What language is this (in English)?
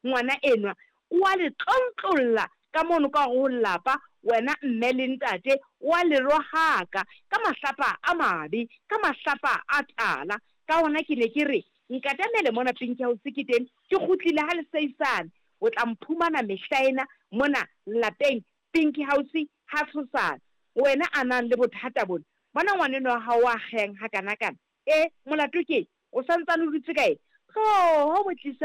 Southern Sotho